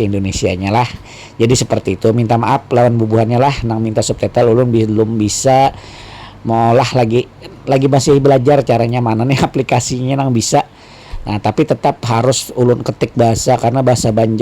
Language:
Banjar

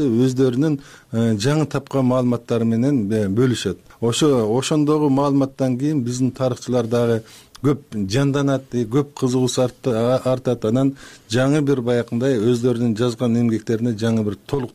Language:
Kyrgyz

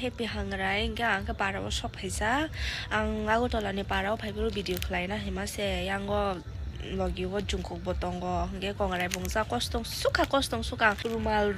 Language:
Kok Borok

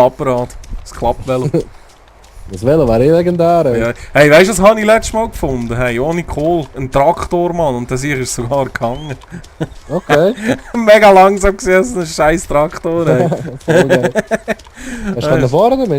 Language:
Swiss German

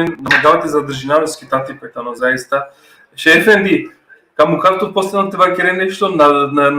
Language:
Balkan Romani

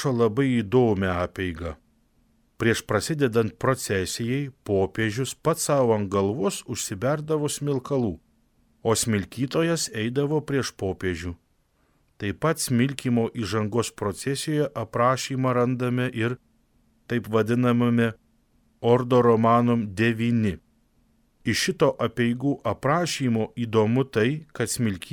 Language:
Lithuanian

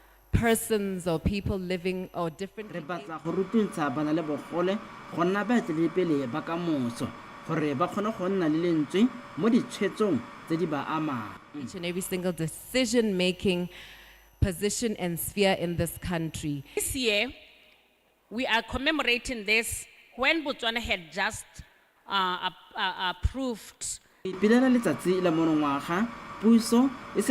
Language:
Tswana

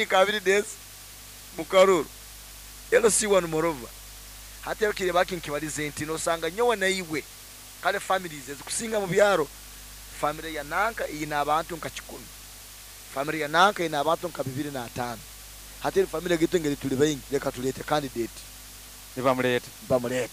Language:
Nyoro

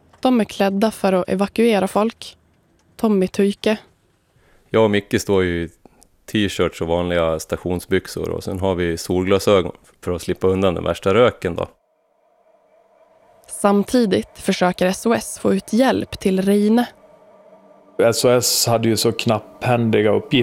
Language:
Swedish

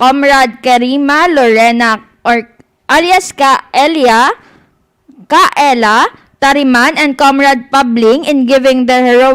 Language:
Hiligaynon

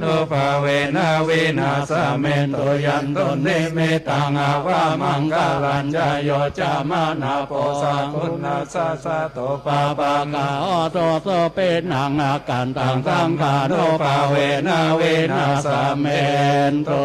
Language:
Pali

